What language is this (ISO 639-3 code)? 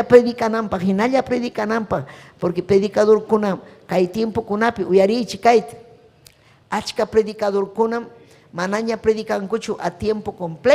quy